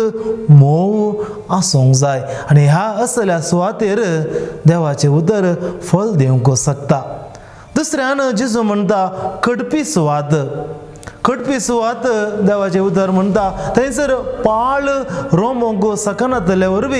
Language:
Konkani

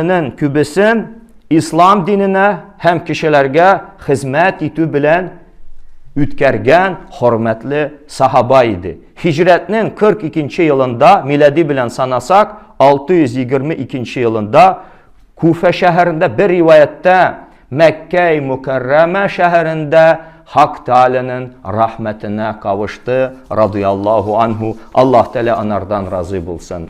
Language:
Tatar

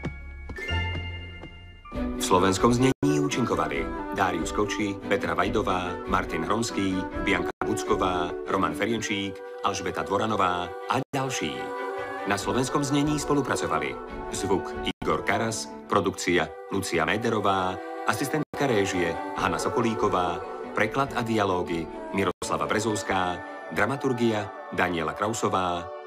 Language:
Slovak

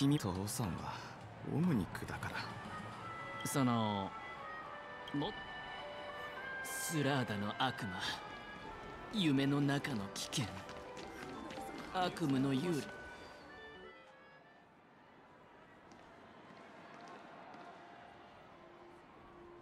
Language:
Japanese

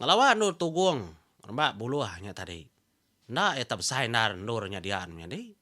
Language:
Iban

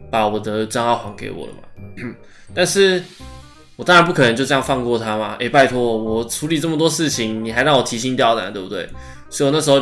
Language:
Chinese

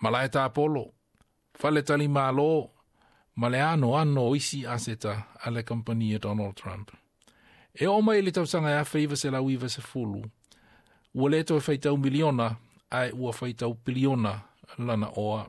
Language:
Samoan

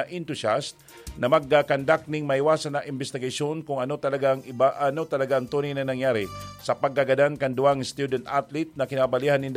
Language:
Bikol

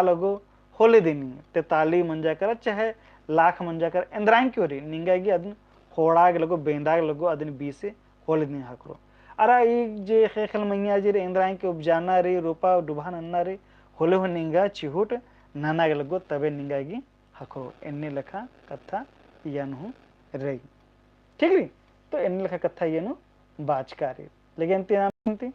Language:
Kurukh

